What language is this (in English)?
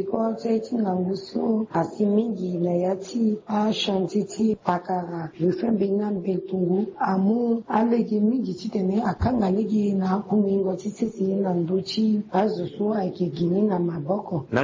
Sango